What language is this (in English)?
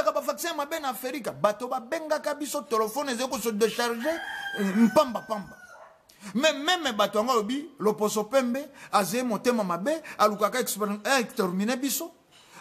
Lingala